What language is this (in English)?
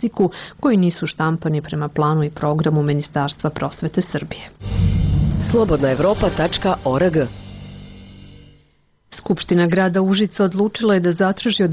Serbian